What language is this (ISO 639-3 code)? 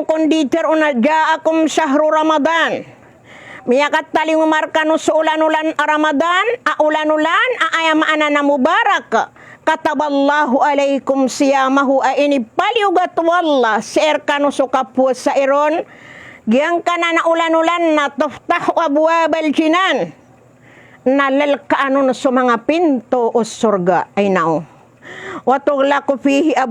mrw